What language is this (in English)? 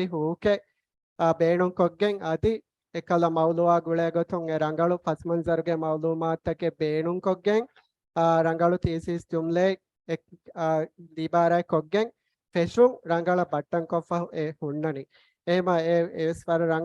Divehi